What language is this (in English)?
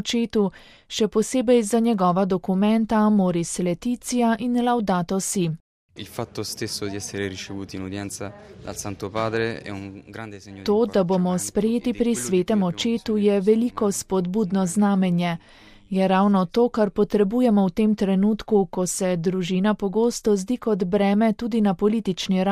Slovenian